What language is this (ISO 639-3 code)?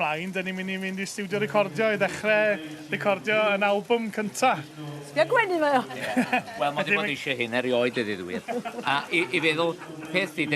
cym